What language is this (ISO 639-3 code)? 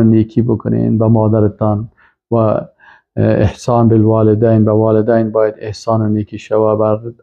fas